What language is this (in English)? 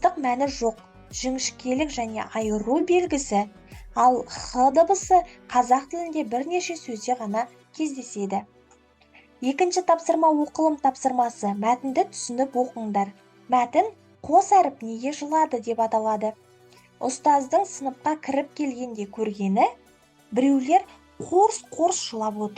Kazakh